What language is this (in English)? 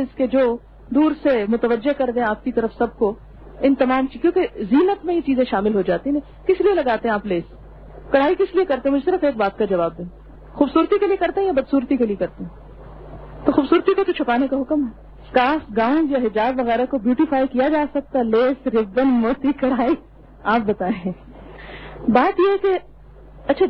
Urdu